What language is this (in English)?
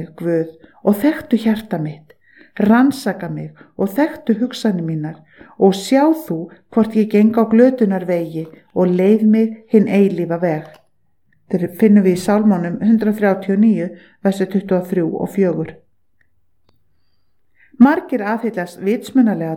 Icelandic